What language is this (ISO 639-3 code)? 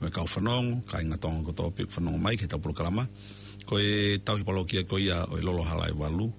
ton